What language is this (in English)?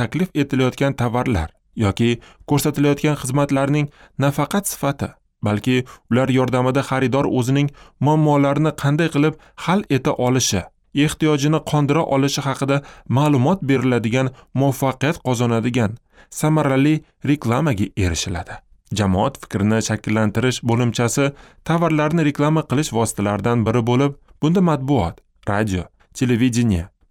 Uzbek